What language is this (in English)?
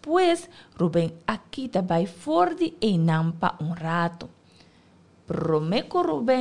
Papiamento